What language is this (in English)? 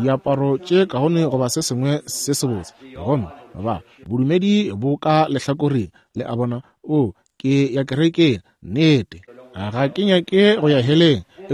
Northern Sotho